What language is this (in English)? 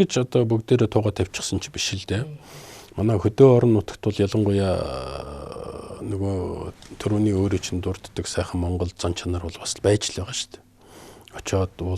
Mongolian